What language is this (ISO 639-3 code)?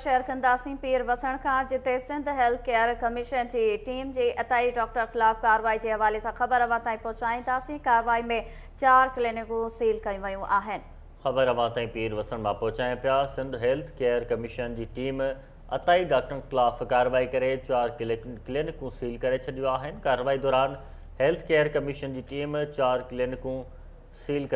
snd